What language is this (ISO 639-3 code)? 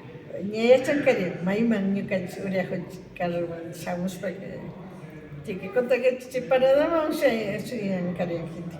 qvi